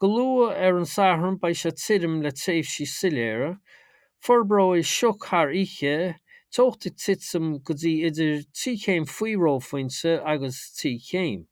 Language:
Irish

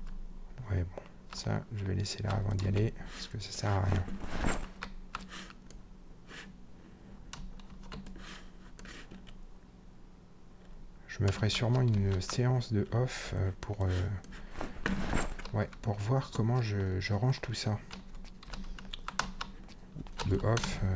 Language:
French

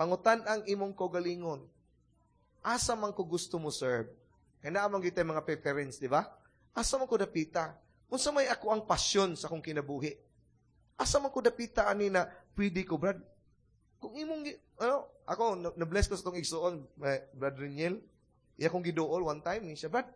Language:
Cebuano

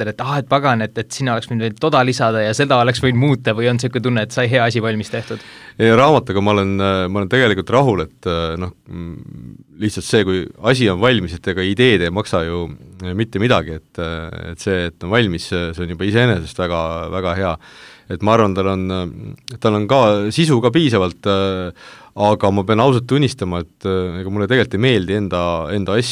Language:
Estonian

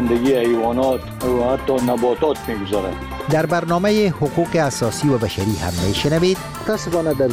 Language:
Persian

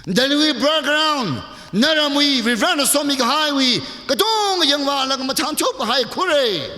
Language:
Tangkhul Naga (India)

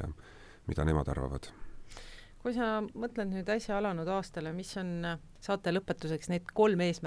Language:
Estonian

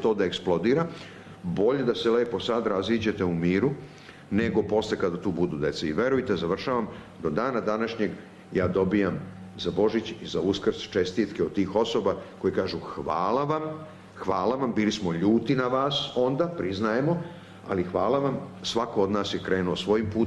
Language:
Serbian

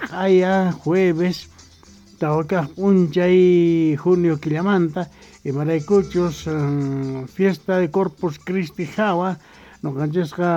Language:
South Bolivian Quechua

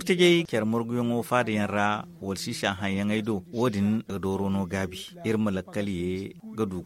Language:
Zarma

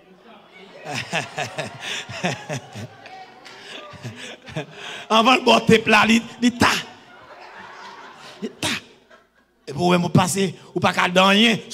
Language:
French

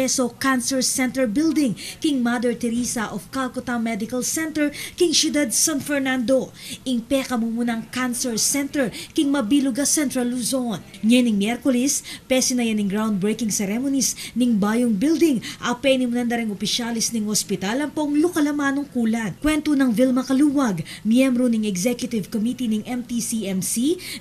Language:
Pampanga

